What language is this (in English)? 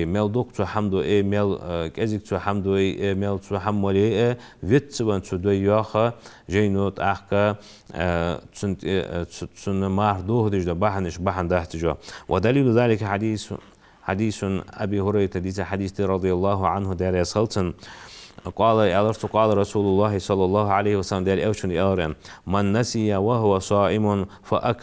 Ingush